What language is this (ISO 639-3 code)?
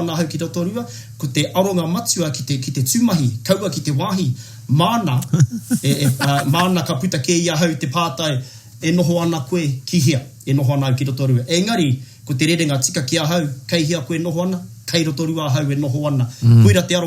mri